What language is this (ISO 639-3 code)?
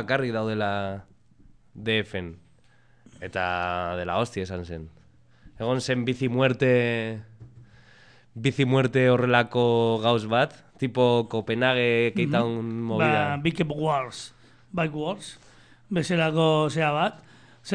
eus